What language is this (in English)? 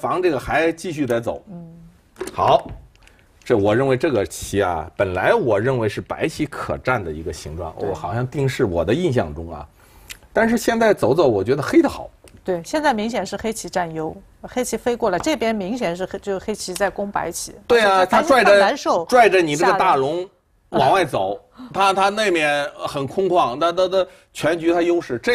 Chinese